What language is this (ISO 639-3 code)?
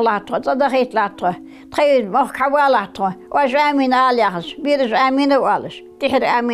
inh